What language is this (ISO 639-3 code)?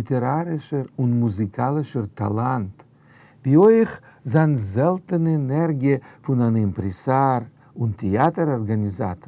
yid